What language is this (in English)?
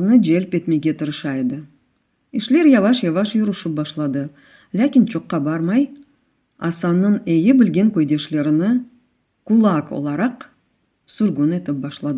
Crimean Tatar